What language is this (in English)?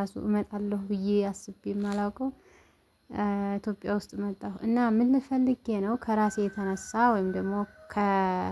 Amharic